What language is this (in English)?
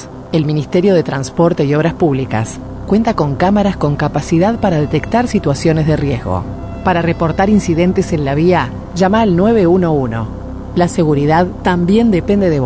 Spanish